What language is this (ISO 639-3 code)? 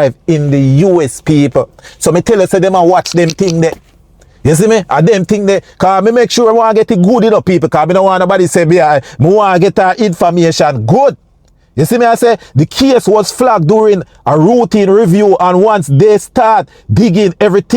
jam